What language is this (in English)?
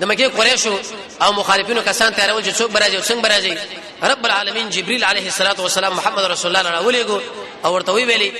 Pashto